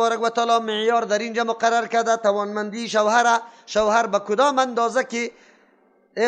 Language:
Persian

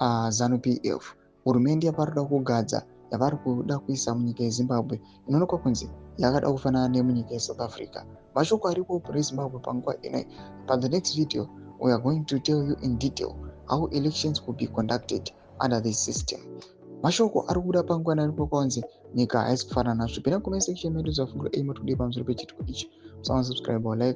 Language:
Shona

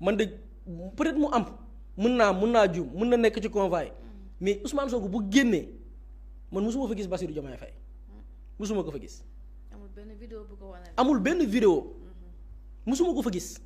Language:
Wolof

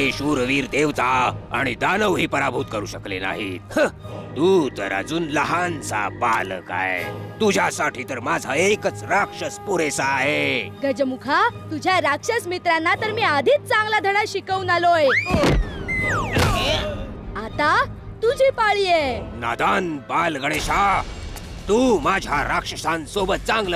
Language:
Marathi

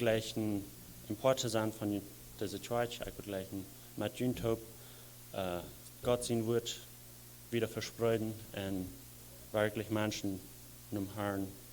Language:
Plautdietsch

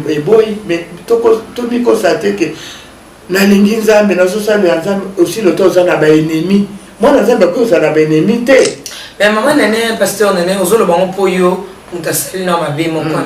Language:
Lingala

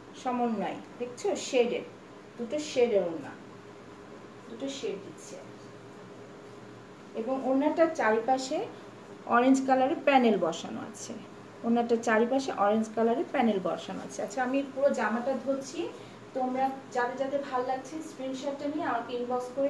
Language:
Bangla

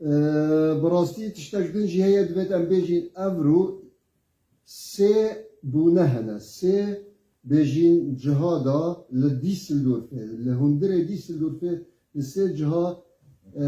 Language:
Kurdish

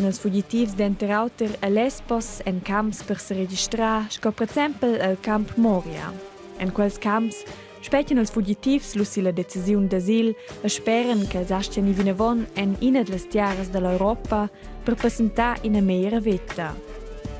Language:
Romansh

